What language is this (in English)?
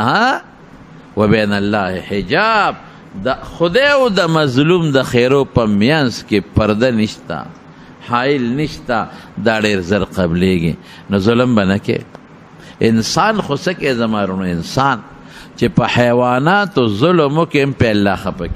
Pashto